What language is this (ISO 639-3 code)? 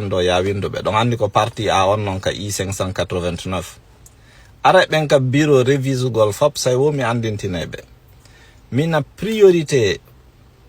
ful